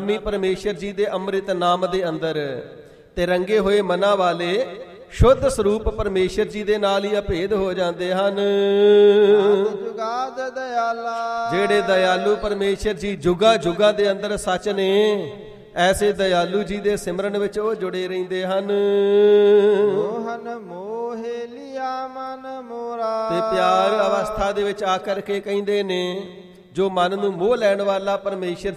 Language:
Punjabi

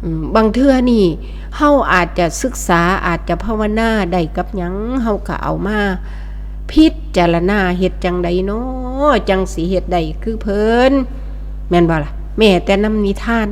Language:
Northeastern Thai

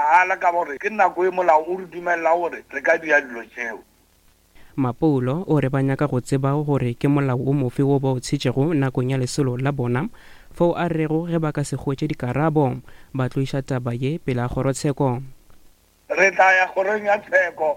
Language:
Northern Sotho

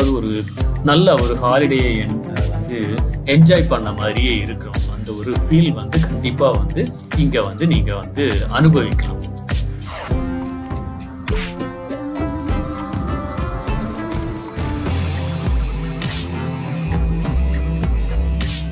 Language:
Tamil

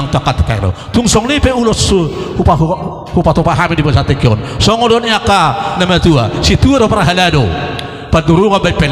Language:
Batak Toba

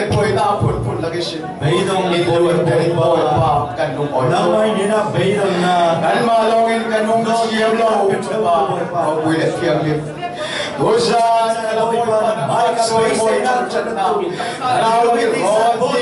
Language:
Falam Chin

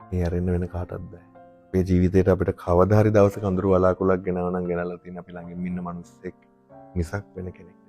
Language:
Sinhala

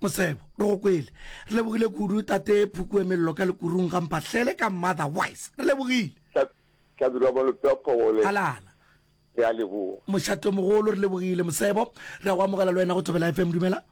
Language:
Northern Sotho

